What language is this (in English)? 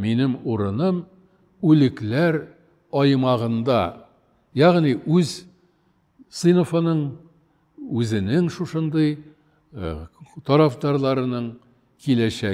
Tatar